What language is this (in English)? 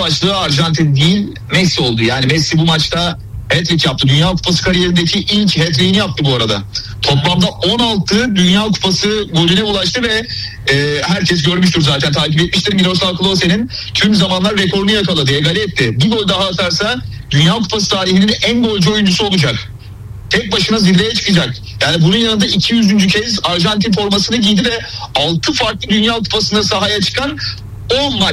Turkish